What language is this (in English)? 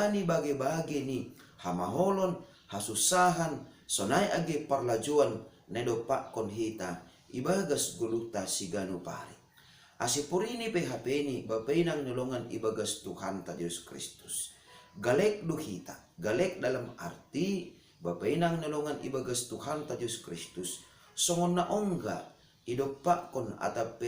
Batak Simalungun